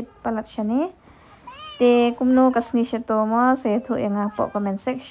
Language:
Khasi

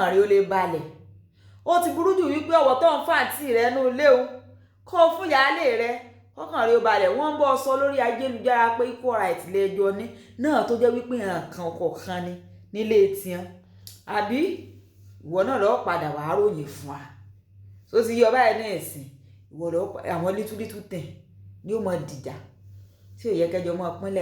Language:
Yoruba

